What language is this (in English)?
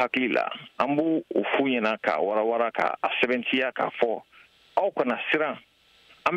Bambara